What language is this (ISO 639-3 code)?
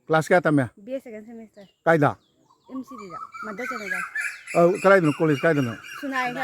mni